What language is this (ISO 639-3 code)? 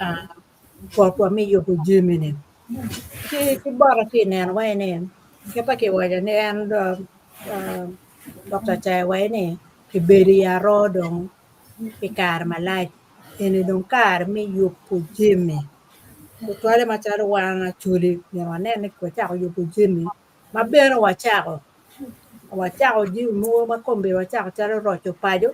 ach